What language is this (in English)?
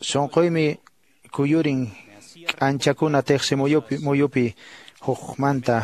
Quechua